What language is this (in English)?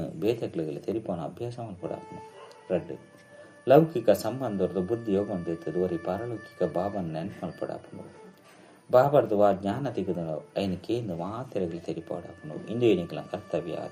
Tulu